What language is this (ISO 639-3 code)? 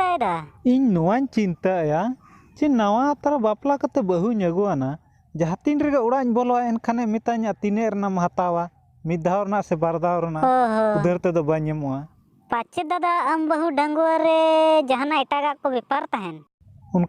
sat